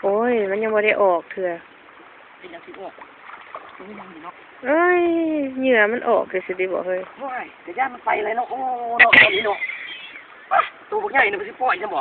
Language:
Lao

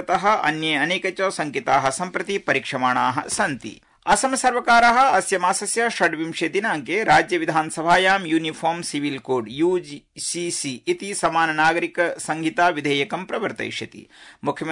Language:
Sanskrit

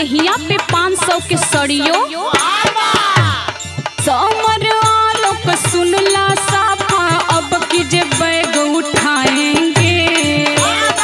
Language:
Bhojpuri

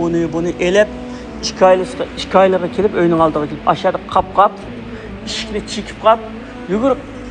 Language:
Uyghur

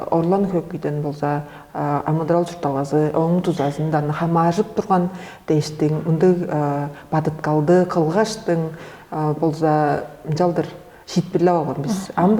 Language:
Tuvinian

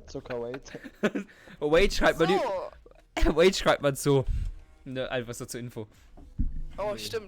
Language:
Swiss German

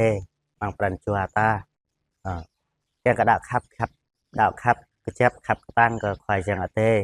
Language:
Jarai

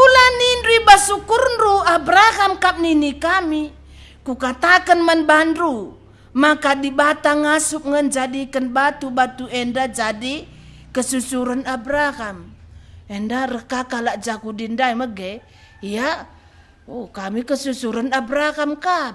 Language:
Batak Karo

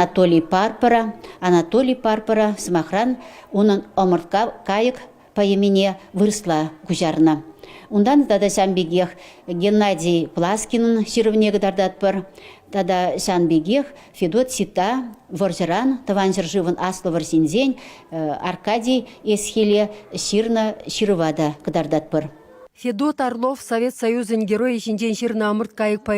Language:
Chuvash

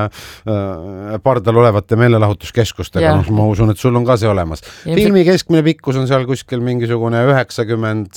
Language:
Estonian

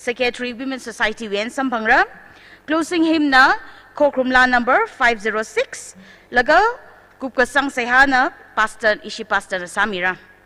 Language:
Tangkhul Naga (India)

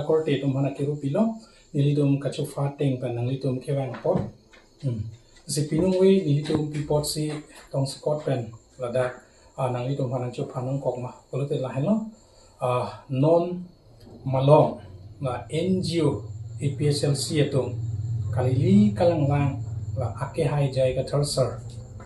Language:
Karbi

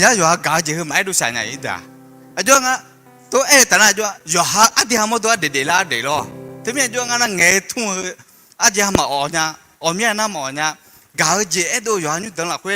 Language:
Akha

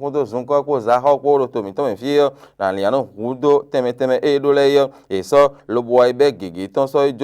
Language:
Fon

